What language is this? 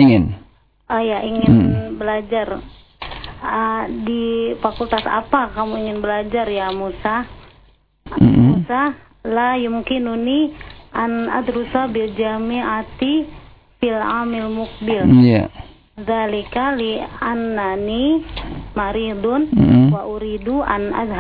Indonesian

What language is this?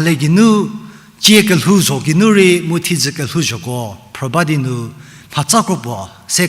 Angami Naga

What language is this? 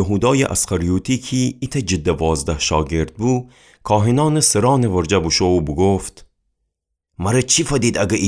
Gilaki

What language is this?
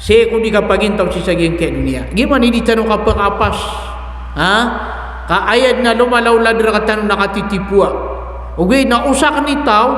Maranao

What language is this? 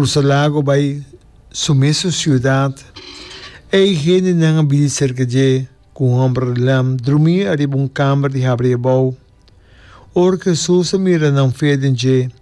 Papiamento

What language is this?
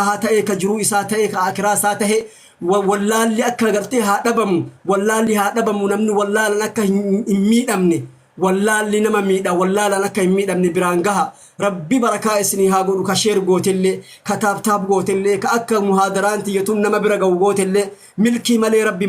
Oromo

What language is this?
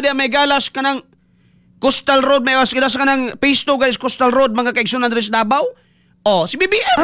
Cebuano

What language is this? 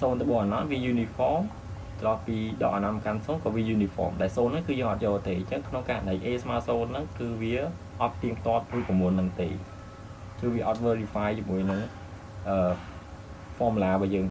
Khmer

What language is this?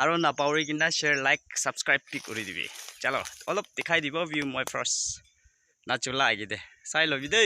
Naga Pidgin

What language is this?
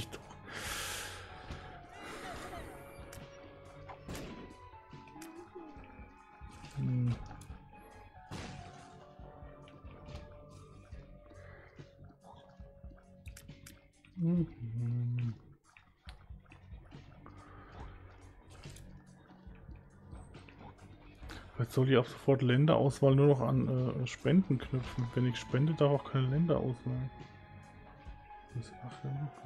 German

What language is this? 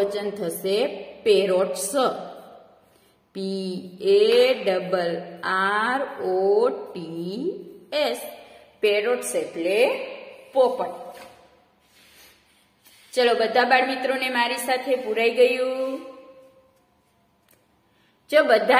Gujarati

